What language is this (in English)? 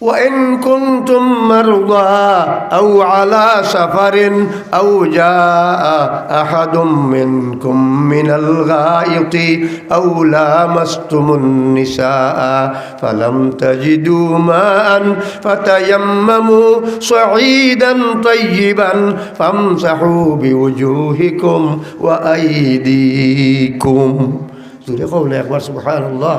Sylheti